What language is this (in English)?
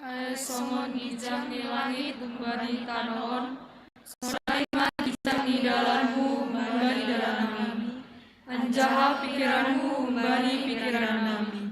Batak Simalungun